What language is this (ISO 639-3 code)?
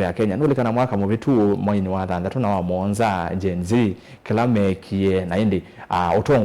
kam